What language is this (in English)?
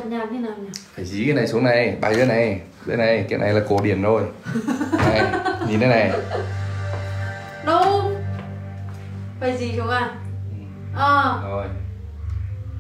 Vietnamese